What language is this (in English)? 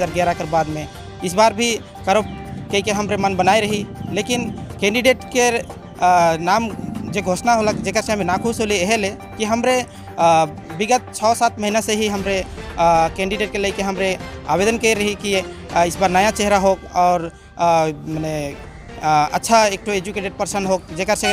Sadri